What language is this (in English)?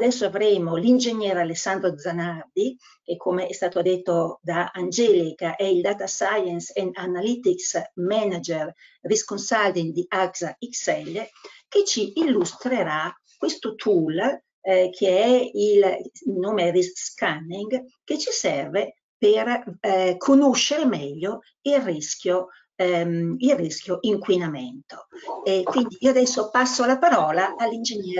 Italian